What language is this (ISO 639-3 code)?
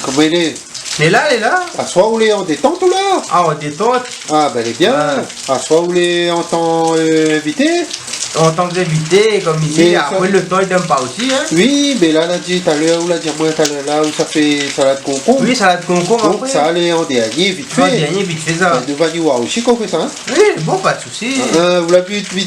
rcf